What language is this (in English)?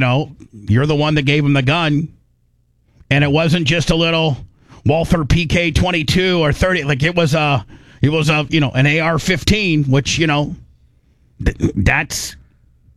English